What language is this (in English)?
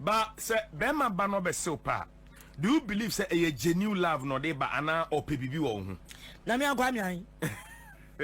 Akan